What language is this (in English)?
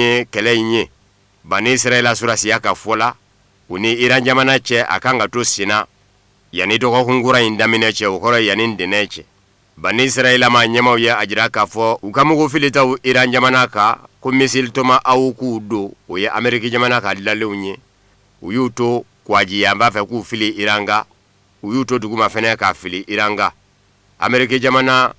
Bambara